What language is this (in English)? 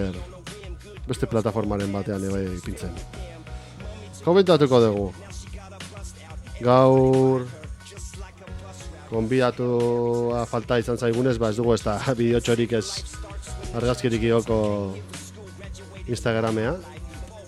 Basque